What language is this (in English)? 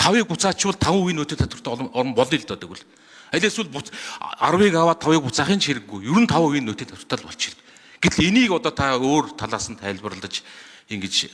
Mongolian